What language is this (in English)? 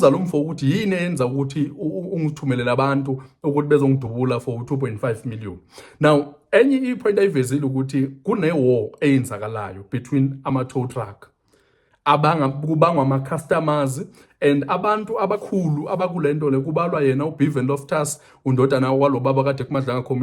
Zulu